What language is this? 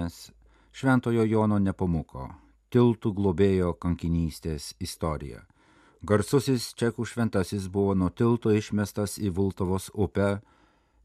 Lithuanian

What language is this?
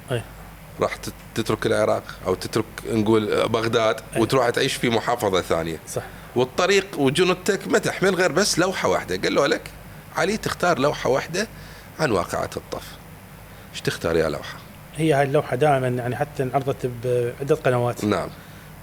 Mesopotamian Arabic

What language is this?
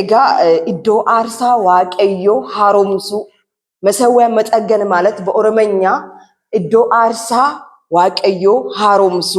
Amharic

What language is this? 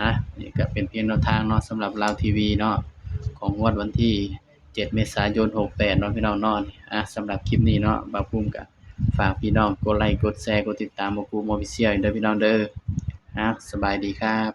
Northeastern Thai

